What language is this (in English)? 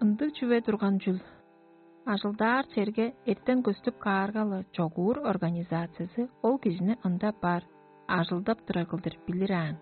Tuvinian